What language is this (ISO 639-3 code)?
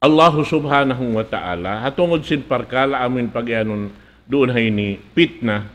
tsg